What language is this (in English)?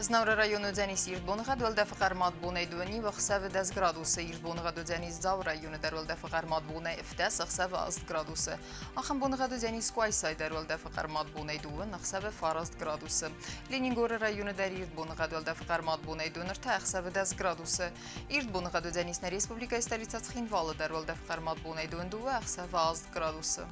Ossetic